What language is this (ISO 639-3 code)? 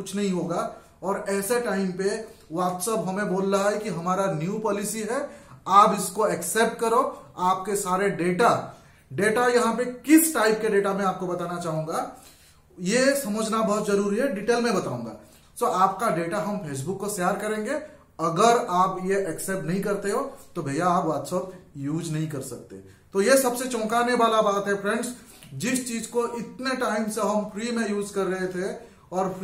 hin